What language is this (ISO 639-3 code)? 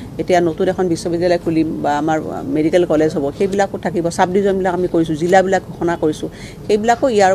asm